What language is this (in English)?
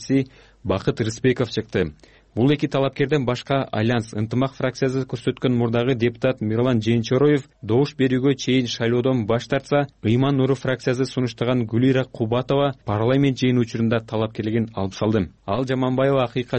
Kyrgyz